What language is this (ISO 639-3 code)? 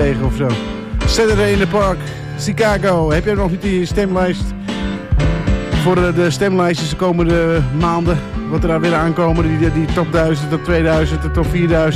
nld